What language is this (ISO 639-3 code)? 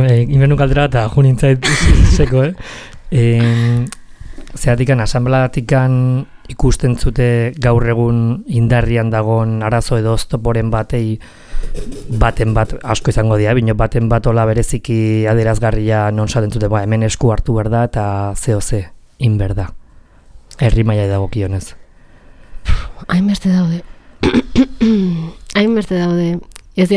eus